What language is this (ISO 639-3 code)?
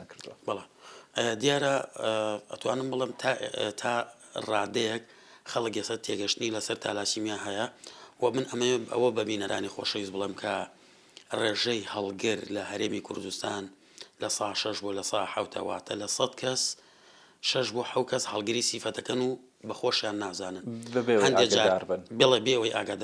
ckb